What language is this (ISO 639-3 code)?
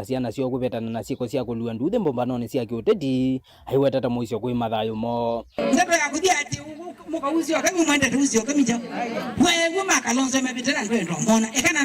kam